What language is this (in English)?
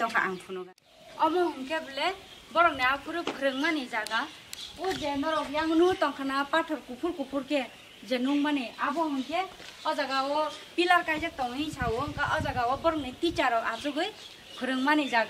Kok Borok